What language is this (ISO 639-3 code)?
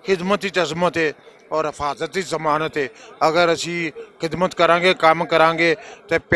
lah